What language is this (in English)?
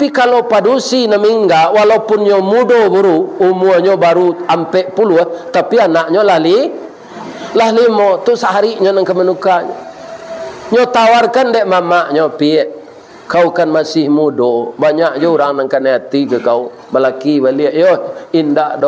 Minangkabau